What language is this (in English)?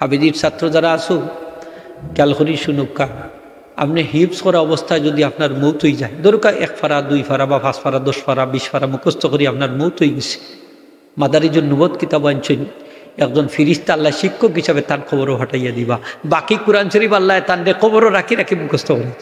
Sylheti